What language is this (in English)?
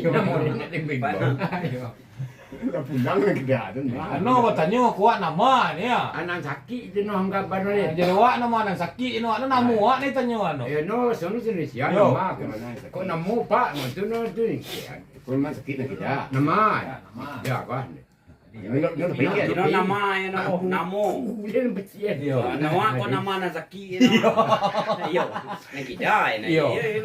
Minangkabau